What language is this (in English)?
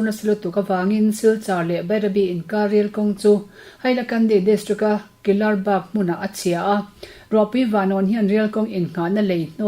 Mizo